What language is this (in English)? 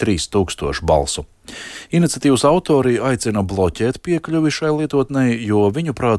Latvian